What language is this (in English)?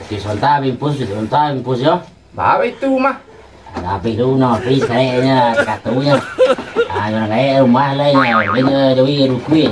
Minangkabau